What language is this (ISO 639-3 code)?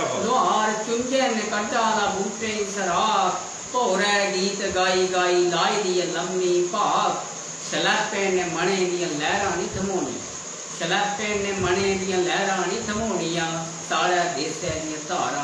doi